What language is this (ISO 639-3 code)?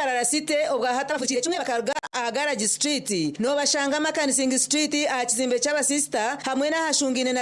nyn